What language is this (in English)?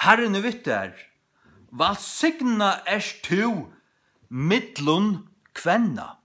Faroese